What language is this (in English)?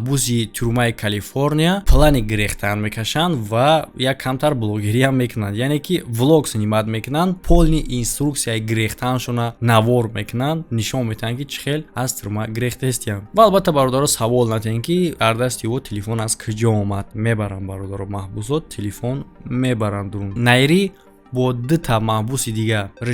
Tajik